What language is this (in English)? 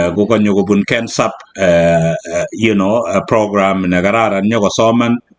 Kalenjin